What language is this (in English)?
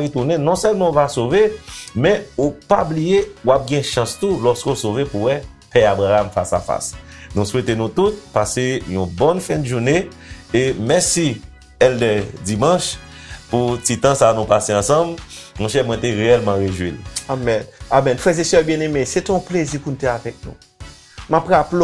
Haitian Creole